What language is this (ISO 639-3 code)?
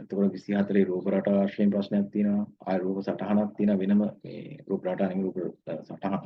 sin